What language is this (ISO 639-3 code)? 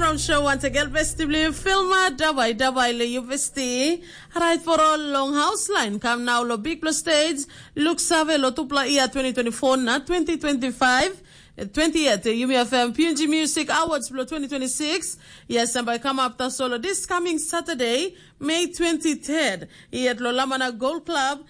tpi